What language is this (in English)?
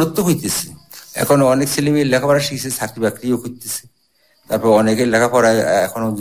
Bangla